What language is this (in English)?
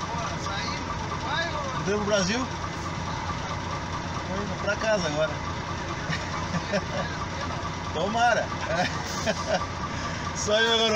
Portuguese